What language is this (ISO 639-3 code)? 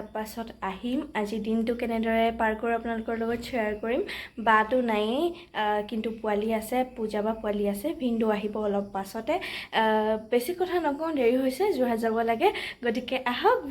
asm